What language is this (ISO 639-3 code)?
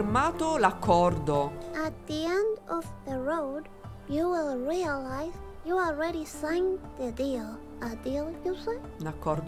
ita